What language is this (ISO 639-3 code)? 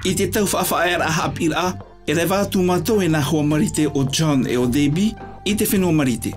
tah